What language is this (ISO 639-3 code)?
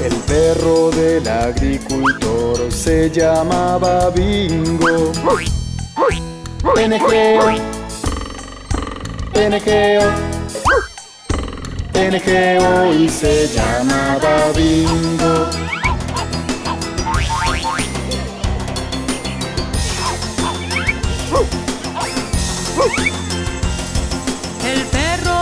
spa